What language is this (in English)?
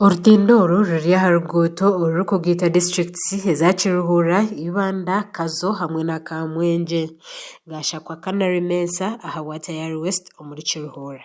Nyankole